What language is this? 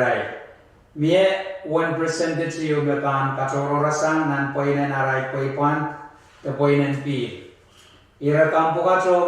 Pohnpeian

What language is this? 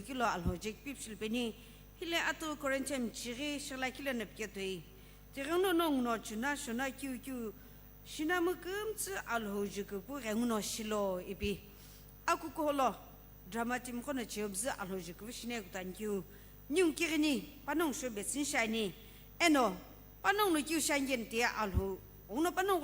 Sumi Naga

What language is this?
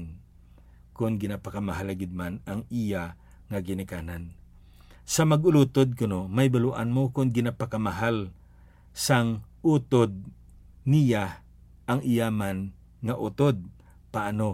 Hiligaynon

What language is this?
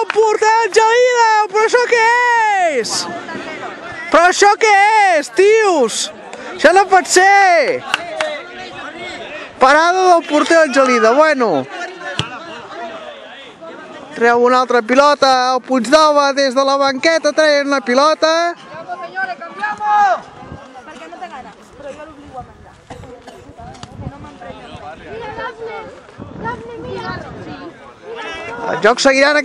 Catalan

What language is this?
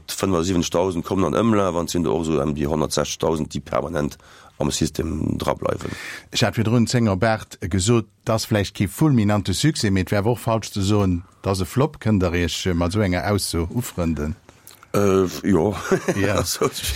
Luxembourgish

